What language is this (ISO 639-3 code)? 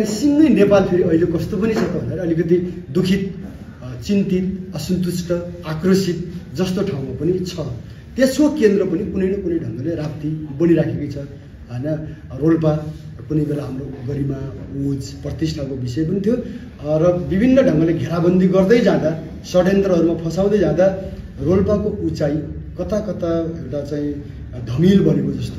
nep